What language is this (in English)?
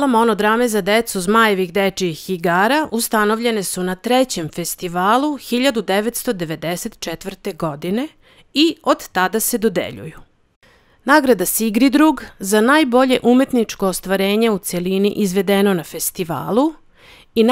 Serbian